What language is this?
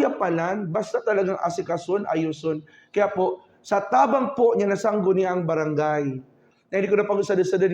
Buhi'non Bikol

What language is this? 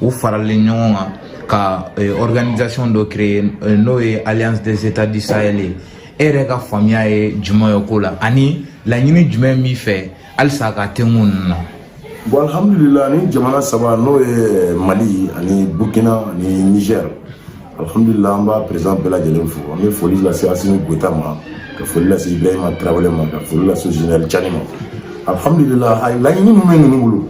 Bambara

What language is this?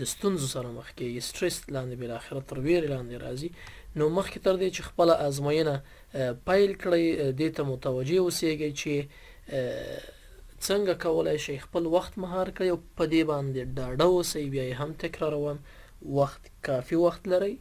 Pashto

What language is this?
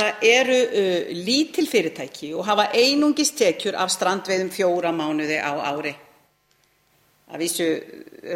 Icelandic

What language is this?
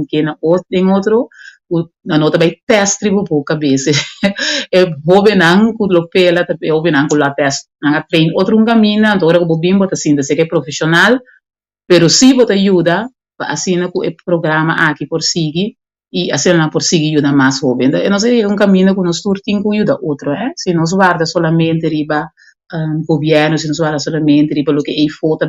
Papiamento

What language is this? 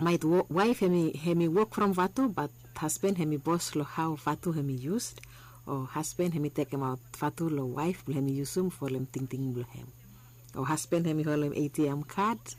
Bislama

